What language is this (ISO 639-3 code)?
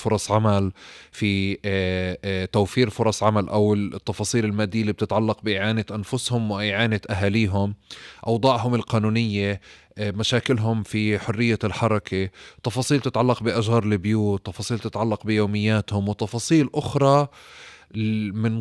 apc